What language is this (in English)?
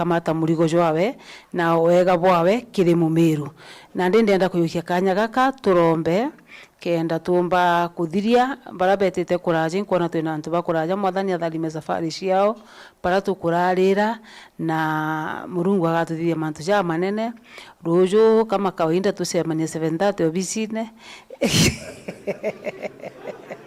Meru